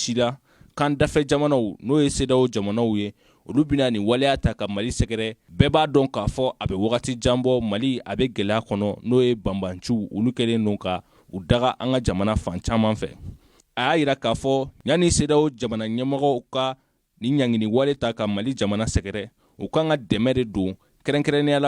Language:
Bambara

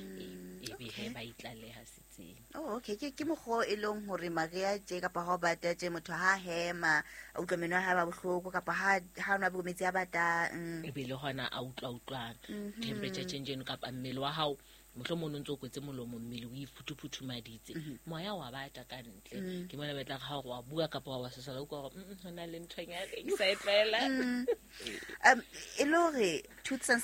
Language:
Southern Sotho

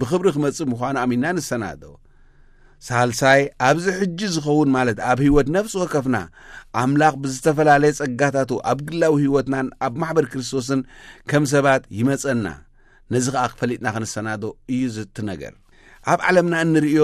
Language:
Tigrinya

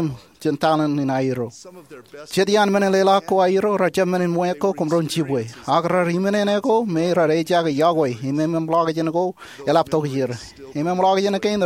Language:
Marshallese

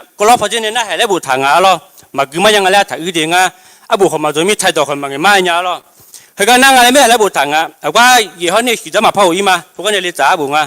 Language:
Akha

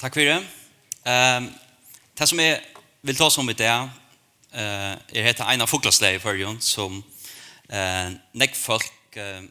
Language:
Faroese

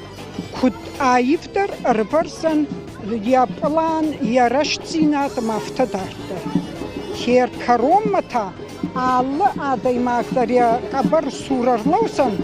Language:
Ossetic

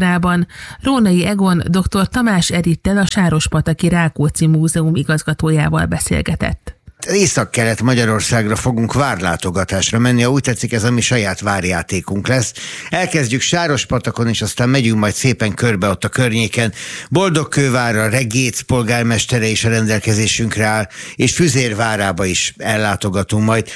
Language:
Hungarian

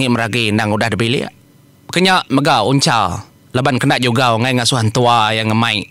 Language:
Iban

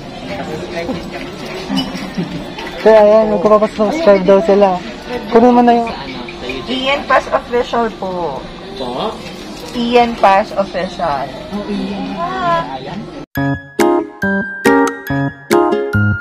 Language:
Filipino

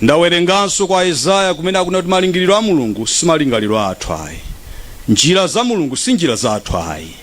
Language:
Nyanja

